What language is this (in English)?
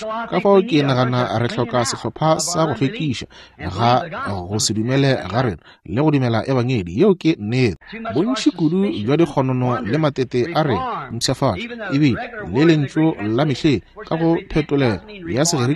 Northern Sotho